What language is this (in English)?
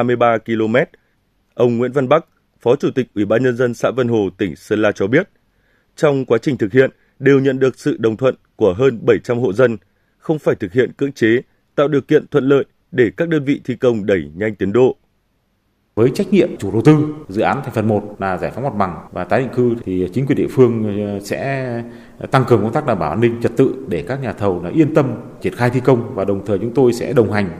Vietnamese